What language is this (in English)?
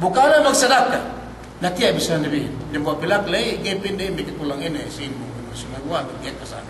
Yakan